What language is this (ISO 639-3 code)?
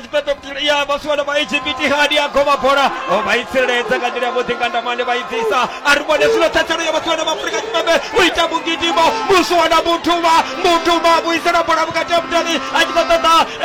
ven